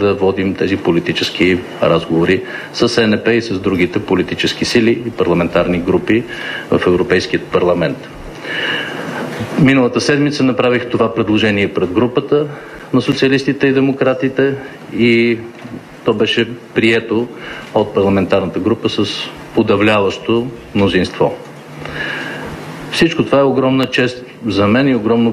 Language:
Bulgarian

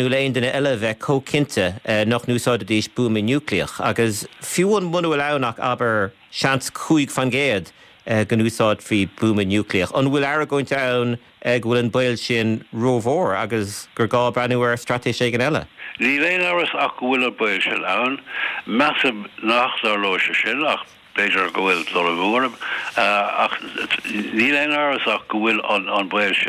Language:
Irish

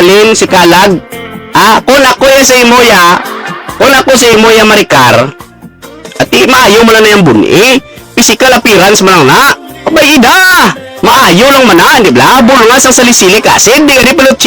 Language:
Hiligaynon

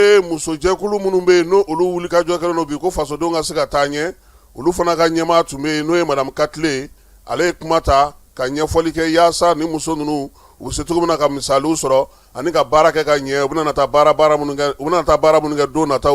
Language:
Bambara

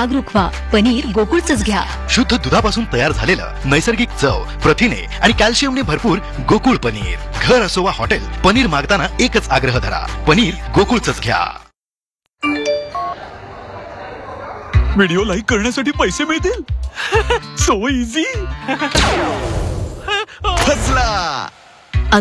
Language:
Marathi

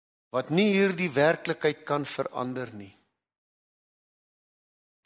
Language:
Afrikaans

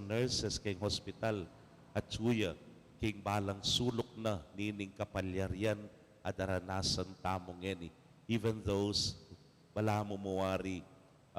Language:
Pampanga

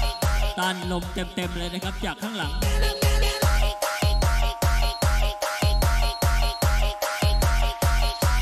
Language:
Thai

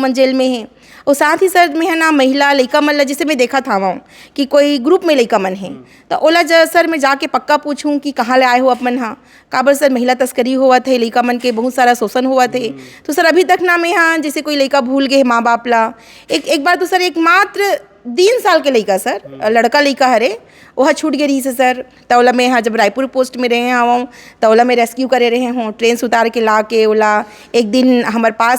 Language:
Chhattisgarhi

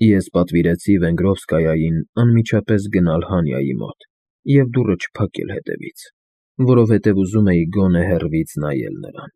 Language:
Armenian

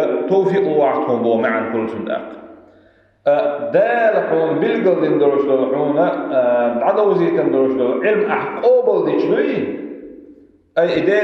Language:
Chechen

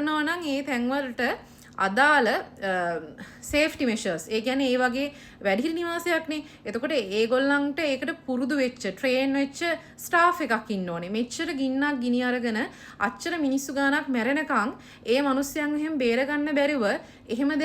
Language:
Sinhala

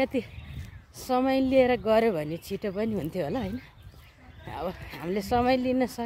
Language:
Nepali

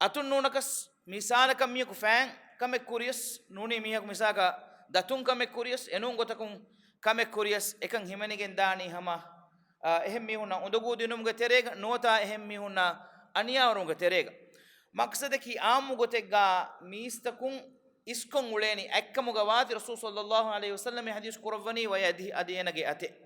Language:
Divehi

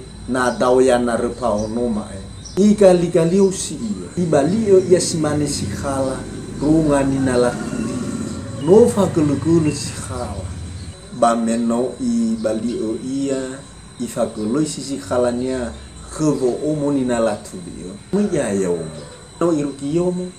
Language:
Nias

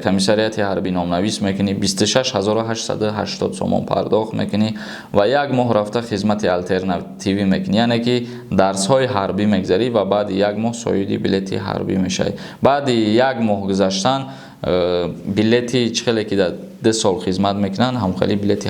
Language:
Tajik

